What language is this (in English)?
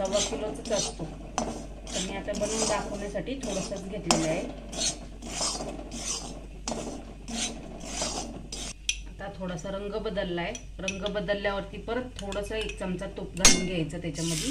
Marathi